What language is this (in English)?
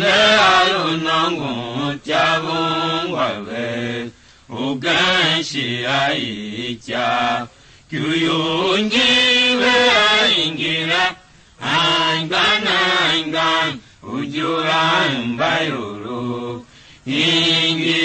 Tiv